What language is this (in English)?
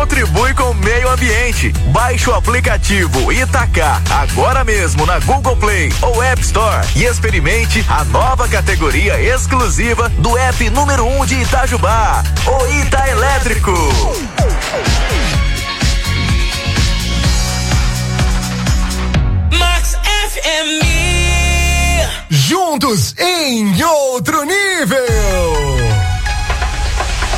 Portuguese